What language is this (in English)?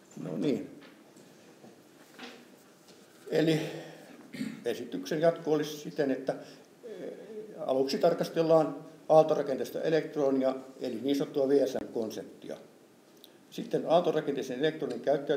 Finnish